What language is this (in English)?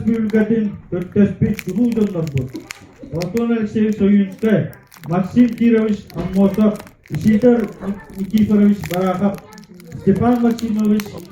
Yakut